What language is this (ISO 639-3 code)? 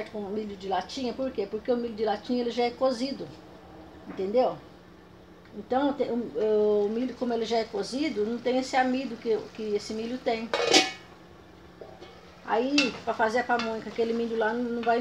por